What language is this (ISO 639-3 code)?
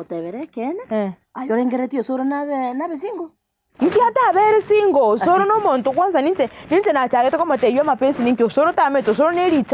guz